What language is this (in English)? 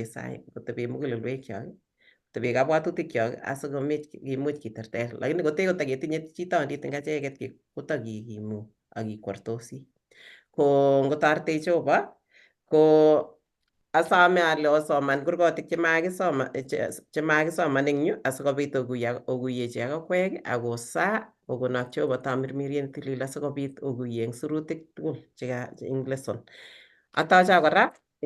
Kalenjin